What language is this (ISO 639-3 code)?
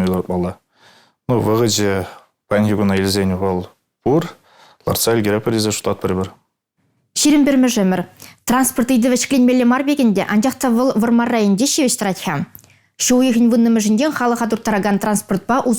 chv